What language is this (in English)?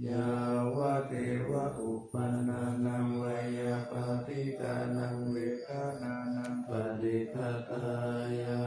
Pali